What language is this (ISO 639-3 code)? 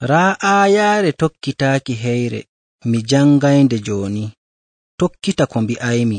fuv